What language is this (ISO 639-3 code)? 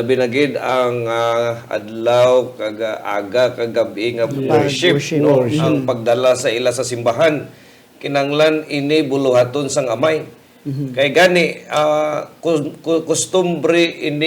hil